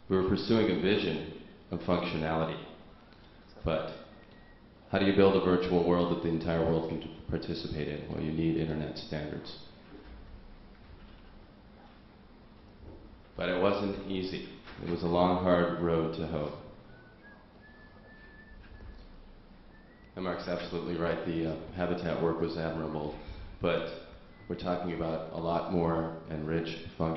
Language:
English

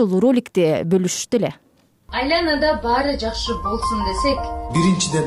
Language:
Kyrgyz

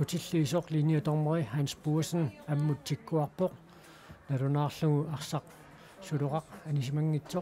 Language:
Kalaallisut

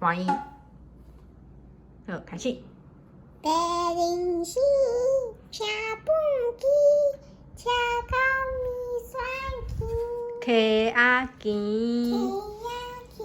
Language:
Min Nan Chinese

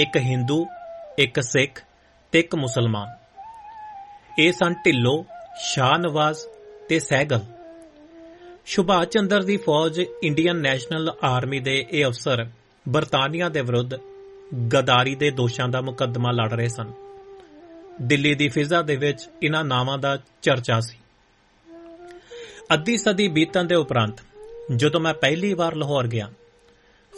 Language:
Punjabi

